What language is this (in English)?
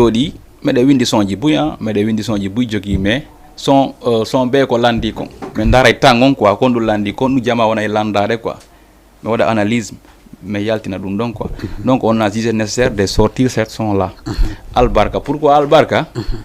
Fula